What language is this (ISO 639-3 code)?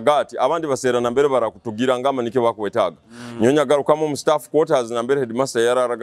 nyo